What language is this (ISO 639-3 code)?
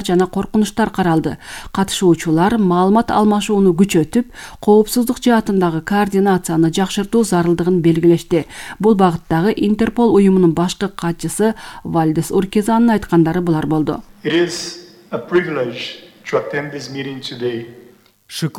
kir